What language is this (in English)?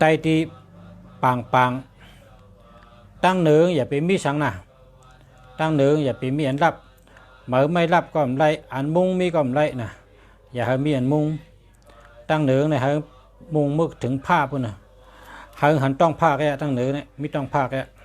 Shan